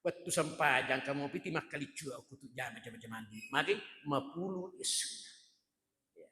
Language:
Buginese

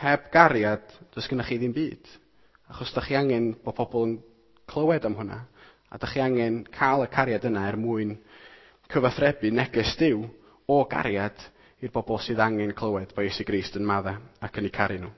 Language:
Welsh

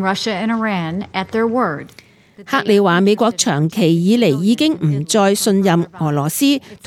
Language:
Cantonese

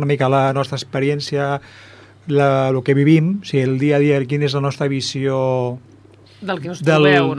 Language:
Catalan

